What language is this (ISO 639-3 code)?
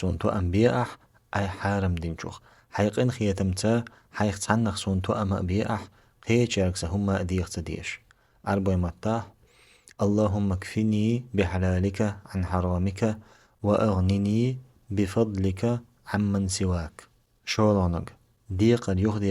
che